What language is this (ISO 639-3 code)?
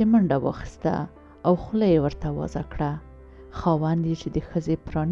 pus